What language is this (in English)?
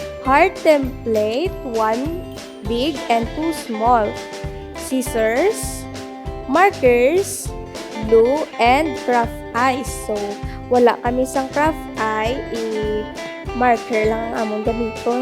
Hiligaynon